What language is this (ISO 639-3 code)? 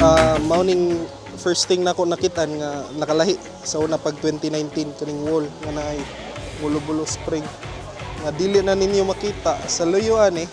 ceb